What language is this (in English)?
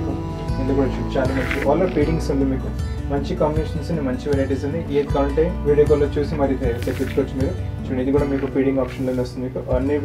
Telugu